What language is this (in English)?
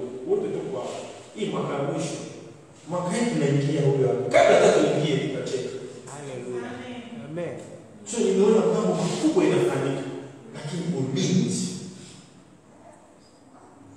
Swahili